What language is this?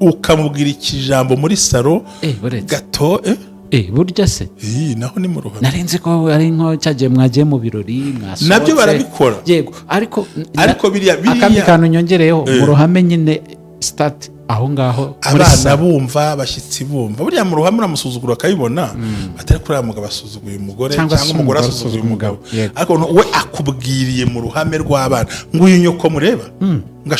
Kinyarwanda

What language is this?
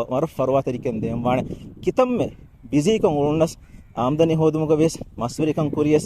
Divehi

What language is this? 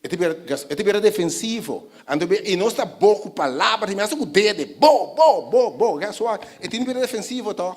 Papiamento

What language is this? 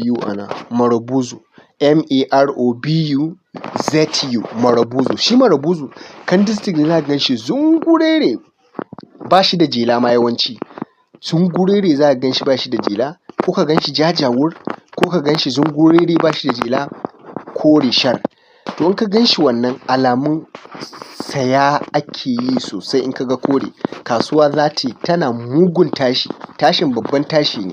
Hausa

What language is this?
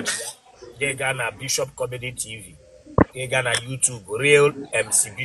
Igbo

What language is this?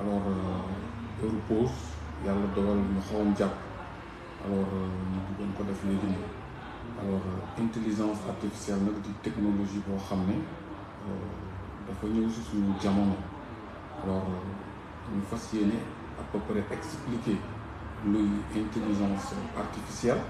Wolof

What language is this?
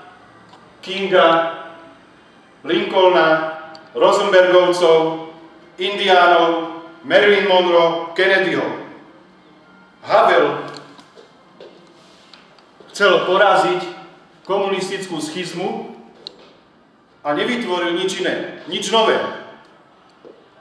Slovak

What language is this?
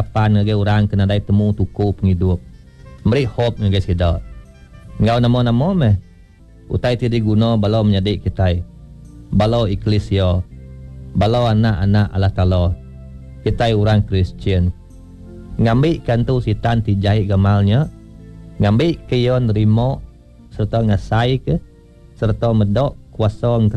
Iban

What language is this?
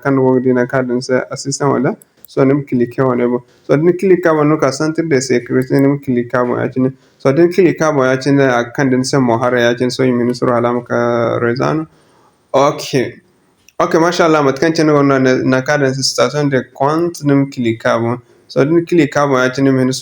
Zarma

